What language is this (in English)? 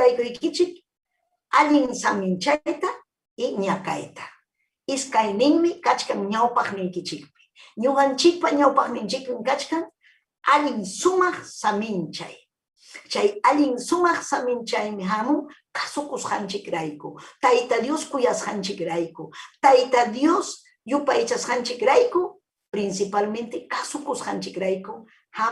Ayacucho Quechua